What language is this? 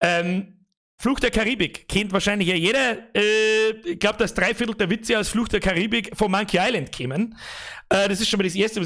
Bavarian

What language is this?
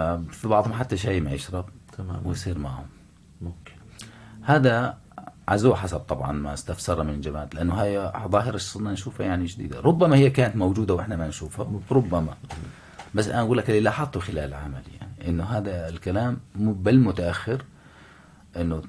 North Levantine Arabic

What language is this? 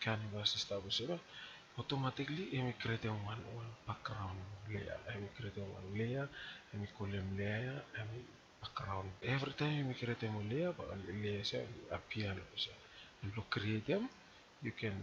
Bislama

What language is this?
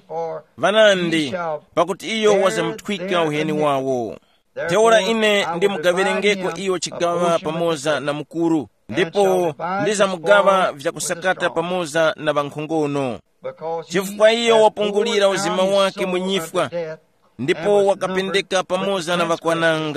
Tumbuka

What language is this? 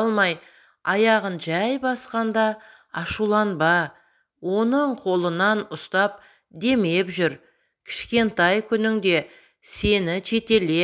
Kazakh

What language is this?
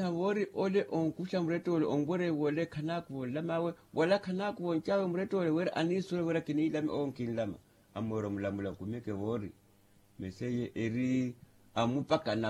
Makhuwa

